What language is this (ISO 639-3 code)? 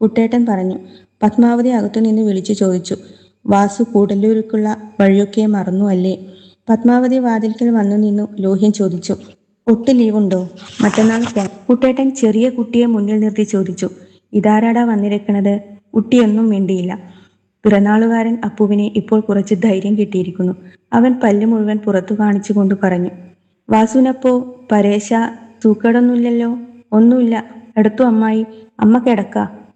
mal